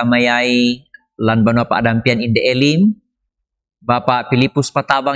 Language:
Toraja-Sa'dan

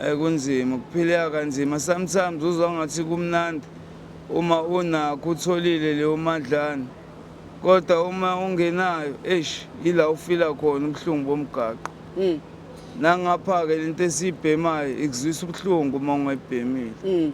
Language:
Zulu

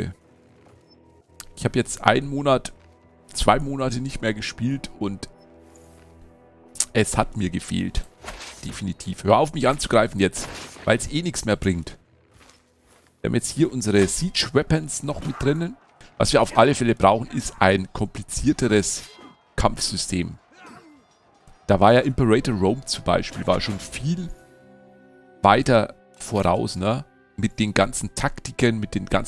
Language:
German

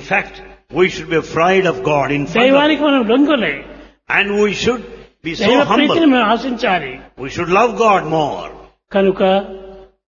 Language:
Telugu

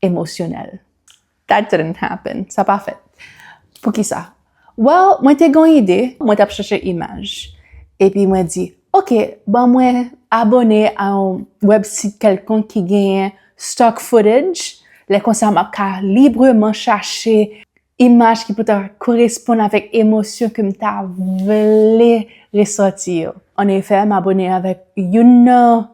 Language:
Haitian Creole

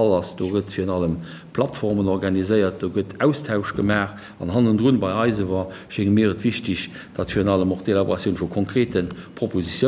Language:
Luxembourgish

